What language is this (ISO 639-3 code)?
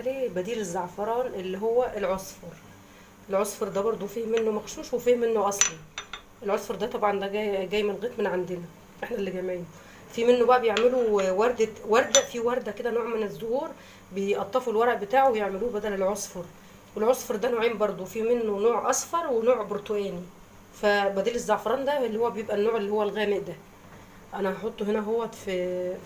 arz